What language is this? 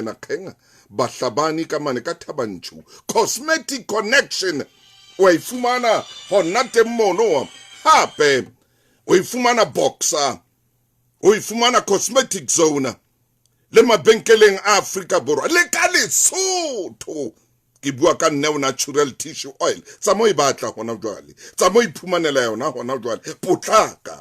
Southern Sotho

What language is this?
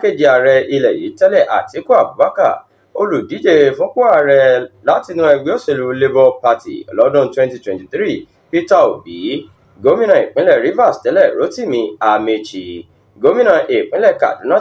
Yoruba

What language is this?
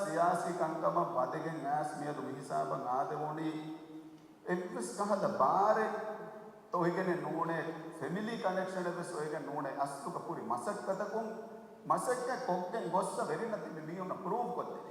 Divehi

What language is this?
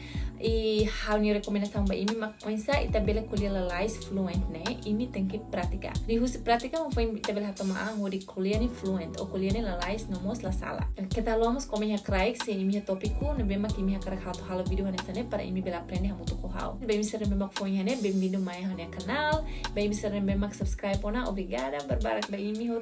Tetum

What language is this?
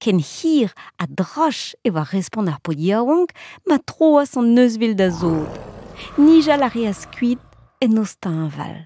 Breton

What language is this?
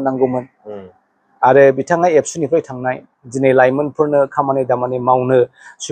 Bodo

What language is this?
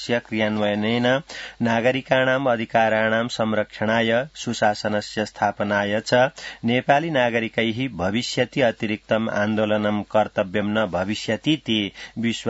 Sanskrit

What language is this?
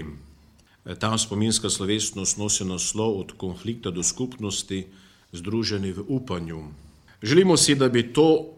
Slovenian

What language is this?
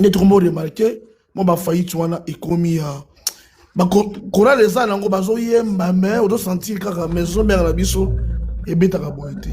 Lingala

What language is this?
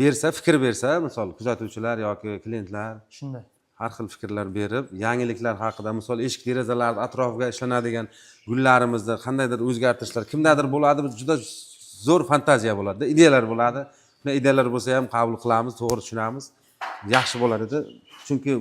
Uzbek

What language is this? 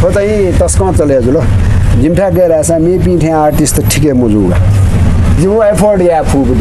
Newari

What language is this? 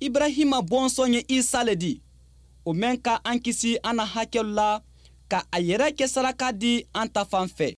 Bambara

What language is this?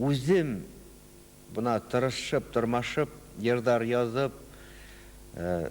Bashkir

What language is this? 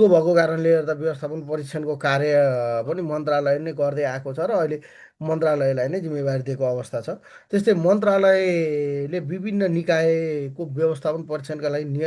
Nepali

